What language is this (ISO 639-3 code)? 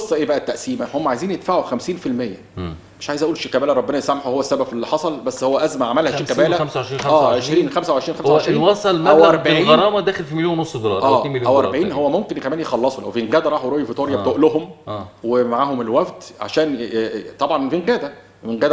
arz